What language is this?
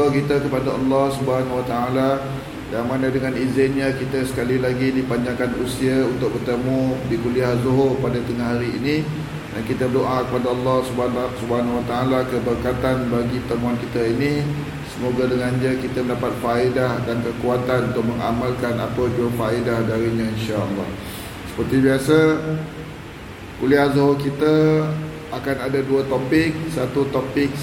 Malay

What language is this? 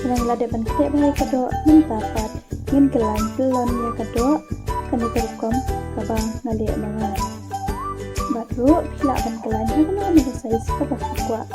Khasi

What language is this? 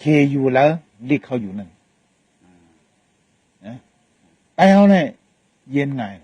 Shan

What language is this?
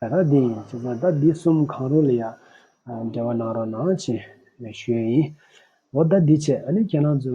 Tibetan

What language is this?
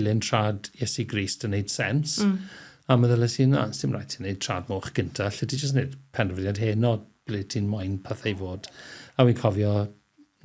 Welsh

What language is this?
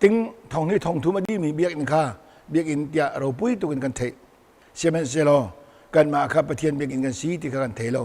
Hakha Chin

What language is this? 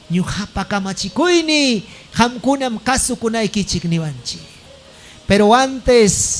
Ayacucho Quechua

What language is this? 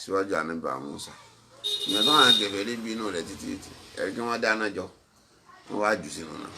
Yoruba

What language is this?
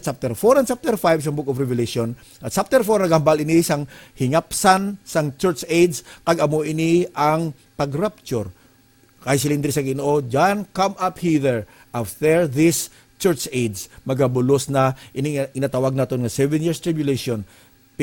Hiligaynon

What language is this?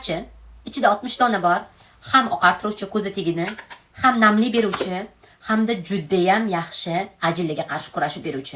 Uzbek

